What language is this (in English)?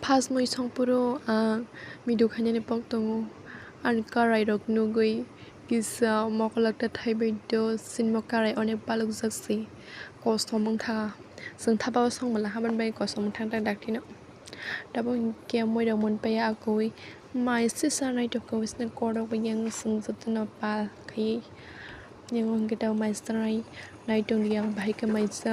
Kok Borok